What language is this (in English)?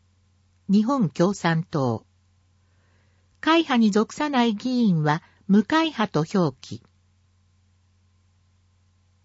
Japanese